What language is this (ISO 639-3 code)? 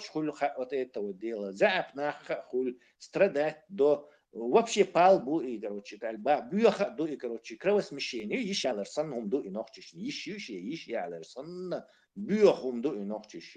che